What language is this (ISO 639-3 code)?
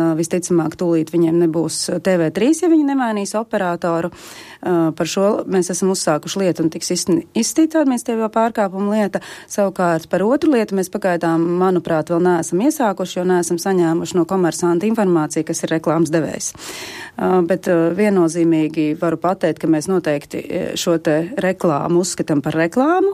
lav